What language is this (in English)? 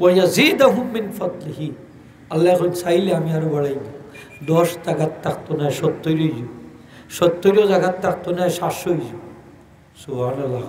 Sylheti